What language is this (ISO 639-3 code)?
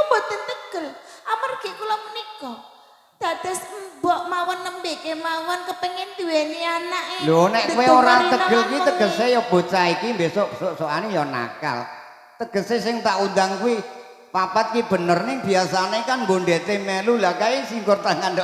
jav